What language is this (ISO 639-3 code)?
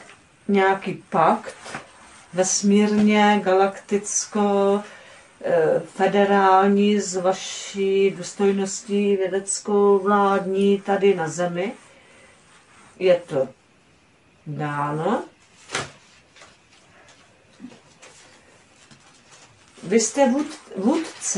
ces